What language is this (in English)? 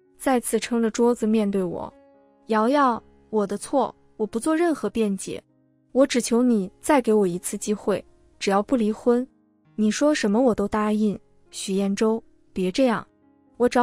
Chinese